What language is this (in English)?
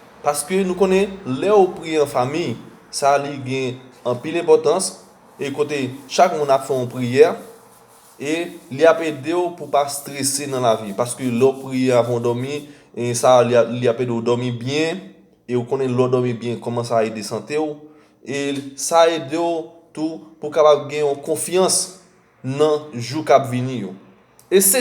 Haitian Creole